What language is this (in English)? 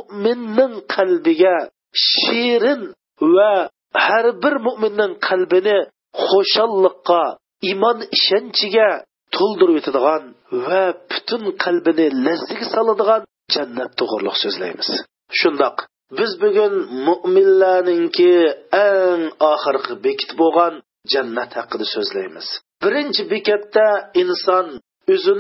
Uyghur